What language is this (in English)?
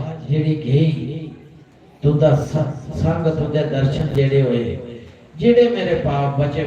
Dogri